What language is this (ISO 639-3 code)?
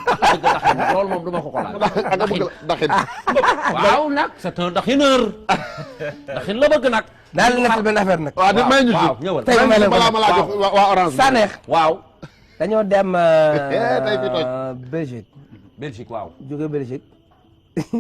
wol